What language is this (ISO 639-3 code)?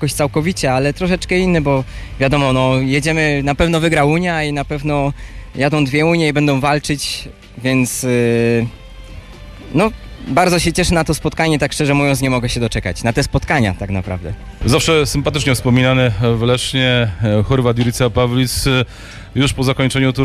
pol